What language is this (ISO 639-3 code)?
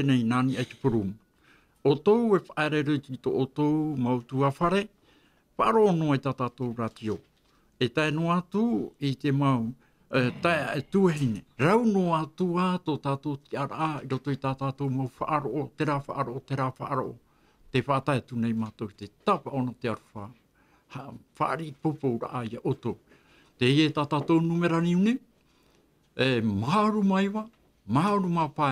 tah